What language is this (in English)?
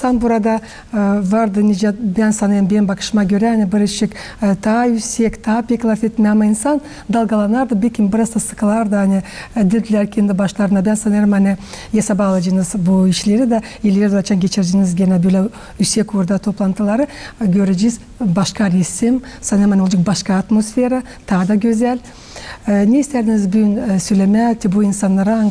Gagauz